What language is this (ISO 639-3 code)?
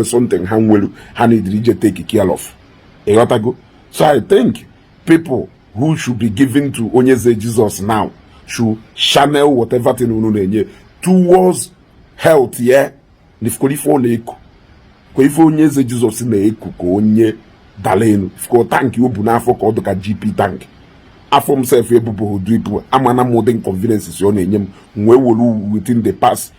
ibo